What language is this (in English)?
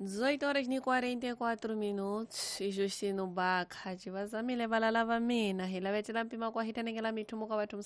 Tsonga